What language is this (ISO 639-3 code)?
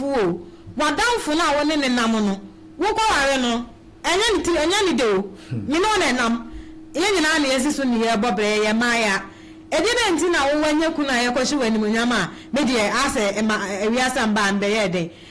aka